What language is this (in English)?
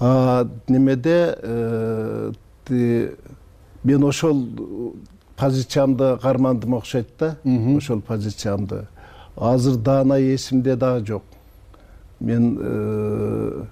Kyrgyz